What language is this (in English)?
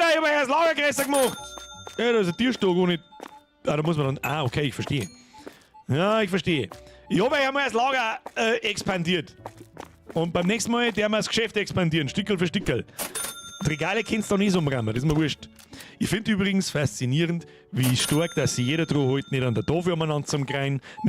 Bavarian